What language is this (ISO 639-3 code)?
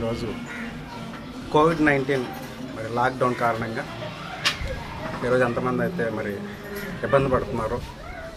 tel